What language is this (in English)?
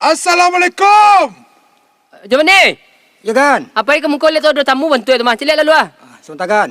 Minangkabau